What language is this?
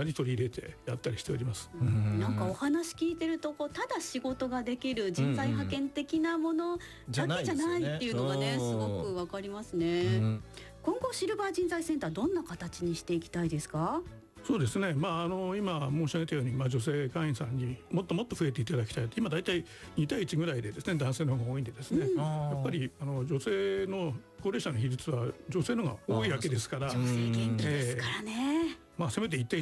Japanese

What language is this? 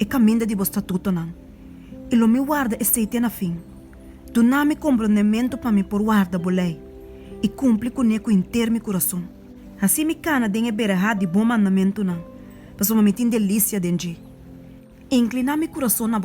Papiamento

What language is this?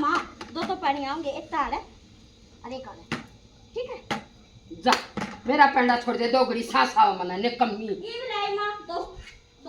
Haryanvi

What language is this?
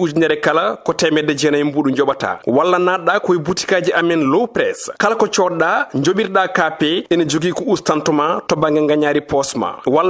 Fula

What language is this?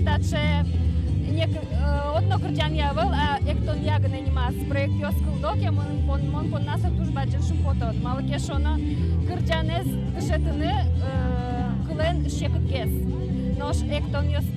Udmurt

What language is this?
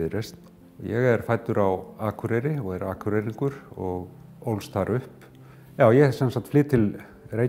Icelandic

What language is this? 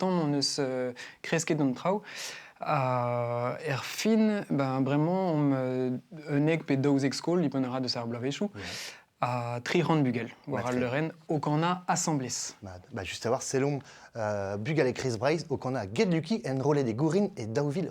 Breton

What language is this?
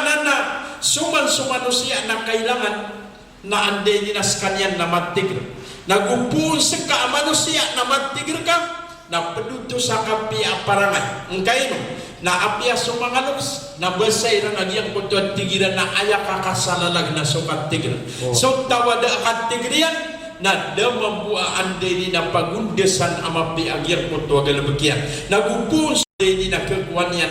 Maranao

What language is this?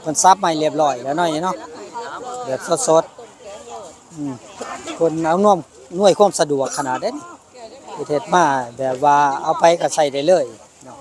Northeastern Thai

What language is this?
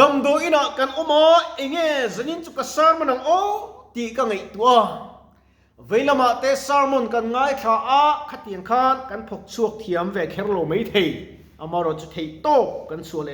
Mizo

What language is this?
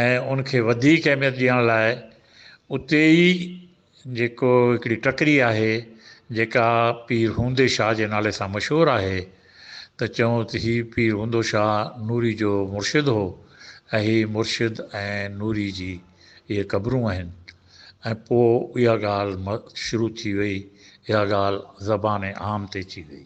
Sindhi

